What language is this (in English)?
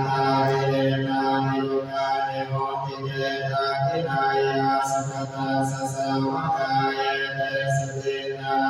Pali